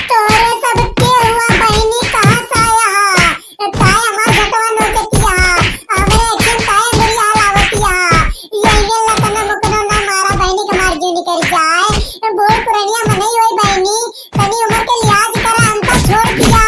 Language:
Awadhi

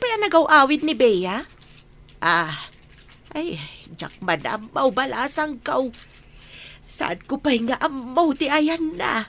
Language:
Iloko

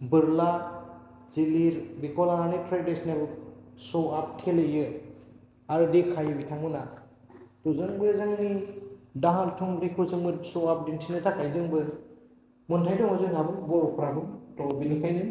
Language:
Bodo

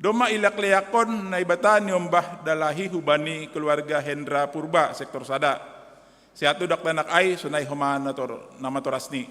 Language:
Batak Simalungun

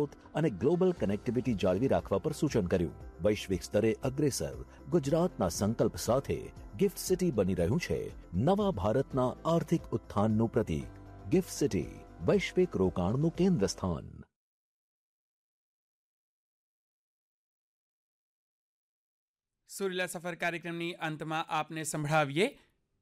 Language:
Gujarati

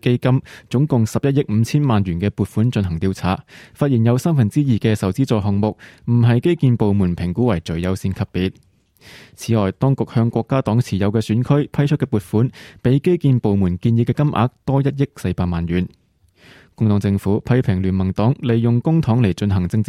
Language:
Cantonese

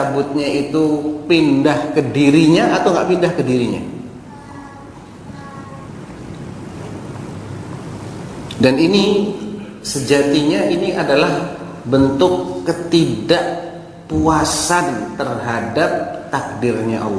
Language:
Indonesian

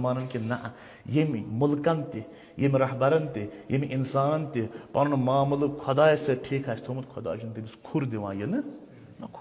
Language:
Kashmiri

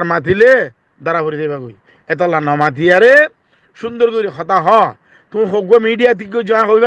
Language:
Rohingya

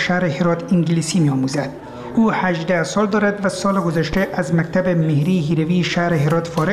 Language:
Persian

